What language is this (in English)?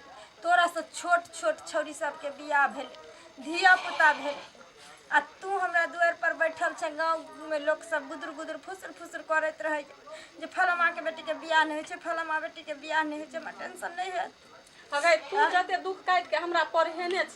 Maithili